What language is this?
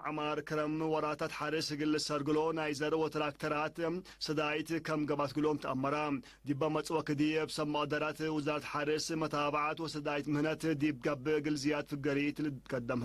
Tigre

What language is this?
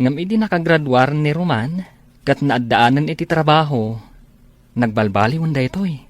Iloko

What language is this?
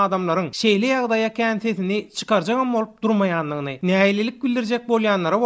Turkmen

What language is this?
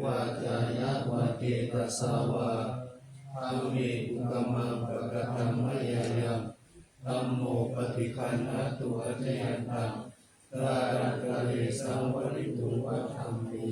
Pali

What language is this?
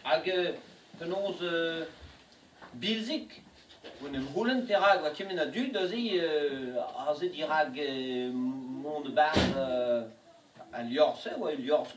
Breton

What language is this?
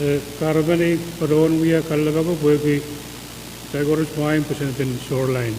Pohnpeian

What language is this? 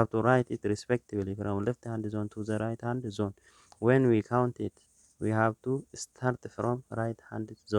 English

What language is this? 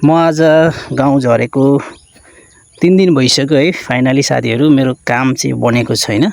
Nepali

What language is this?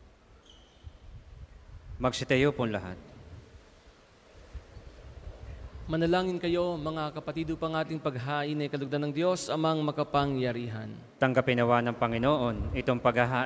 Filipino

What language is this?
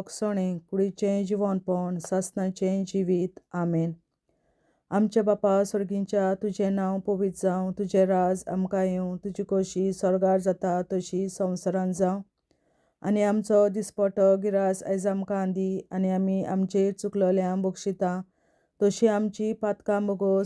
Konkani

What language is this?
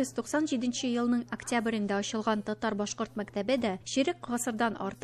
Tatar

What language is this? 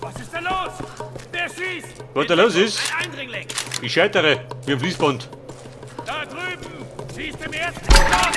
Bavarian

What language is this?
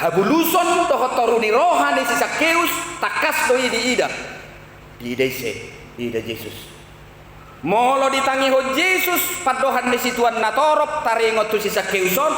Batak Toba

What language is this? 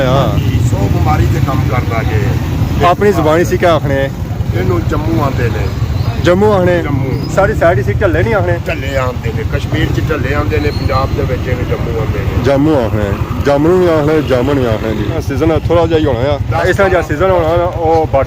Pahari-Potwari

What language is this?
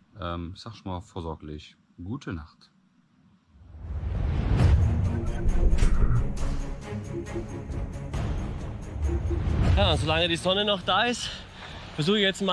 German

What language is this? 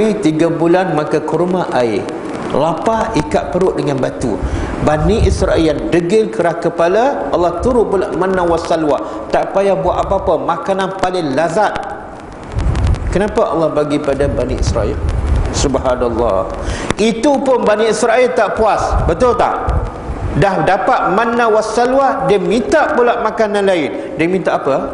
Malay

